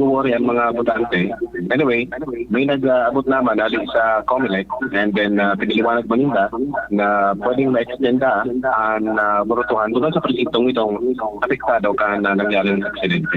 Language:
Bikol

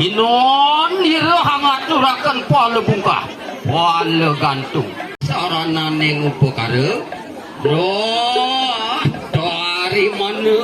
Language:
Balinese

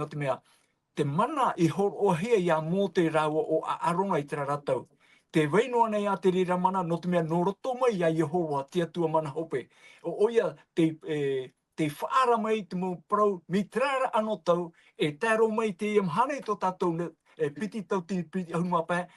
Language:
Tahitian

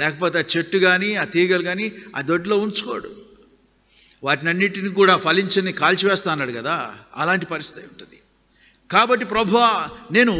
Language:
Telugu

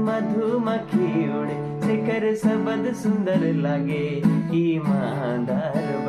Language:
Sadri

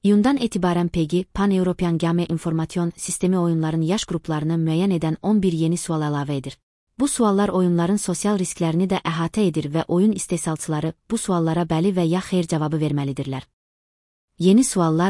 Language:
Azerbaijani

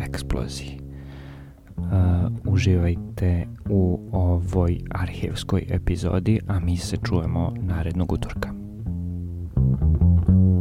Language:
Serbian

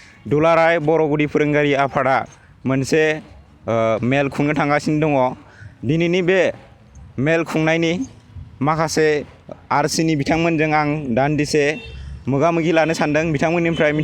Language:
Bodo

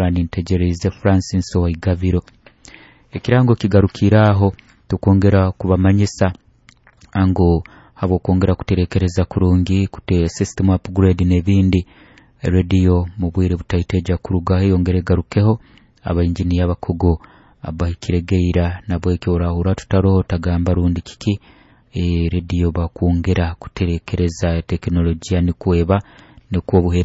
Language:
Nyoro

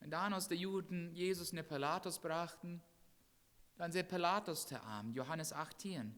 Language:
Plautdietsch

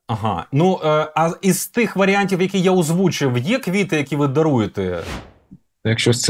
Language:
Ukrainian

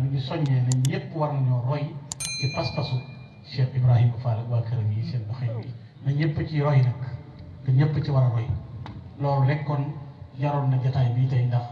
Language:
Wolof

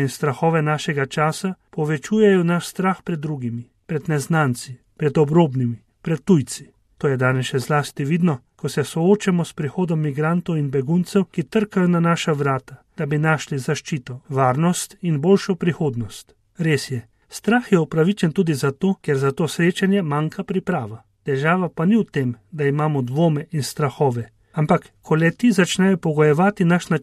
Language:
Slovenian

